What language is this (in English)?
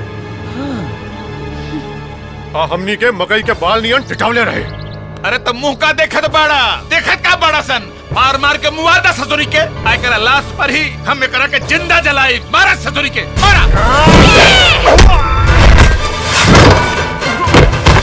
Bhojpuri